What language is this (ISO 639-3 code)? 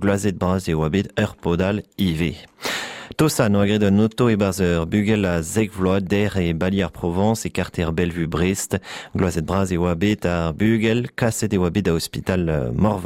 bre